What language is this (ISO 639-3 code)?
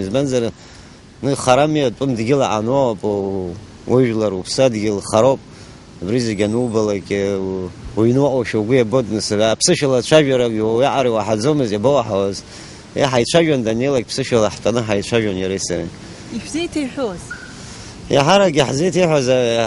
abk